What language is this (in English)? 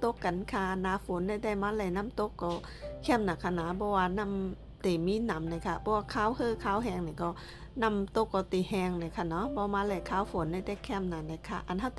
Shan